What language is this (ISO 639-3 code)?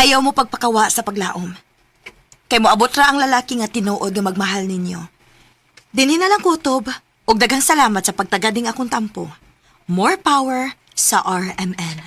ceb